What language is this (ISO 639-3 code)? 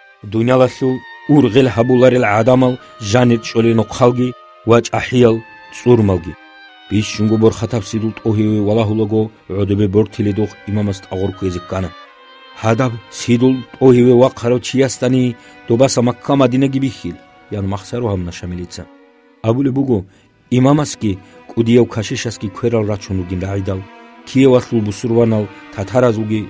ava